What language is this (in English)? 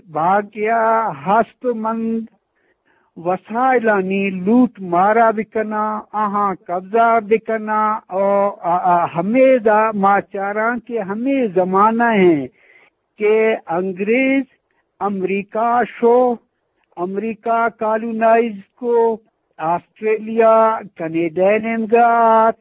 Eastern Balochi